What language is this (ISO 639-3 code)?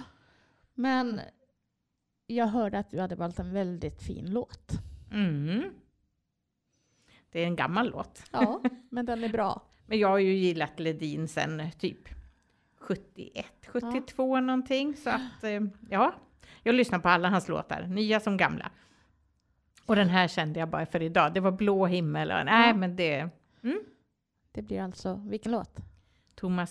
swe